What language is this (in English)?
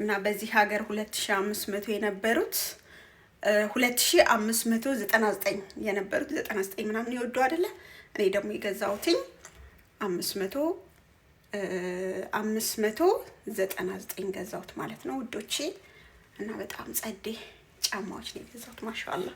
Amharic